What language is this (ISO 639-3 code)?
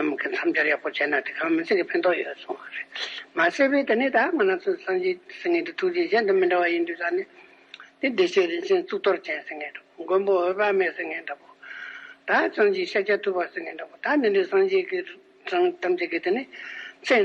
bod